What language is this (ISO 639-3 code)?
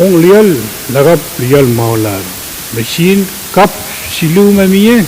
pon